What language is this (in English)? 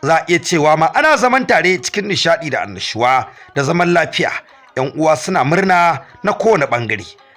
Hausa